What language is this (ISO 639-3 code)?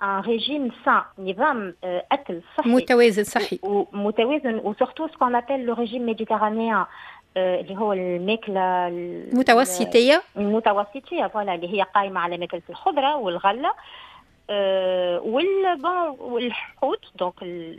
aeb